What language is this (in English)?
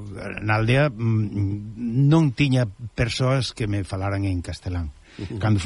Galician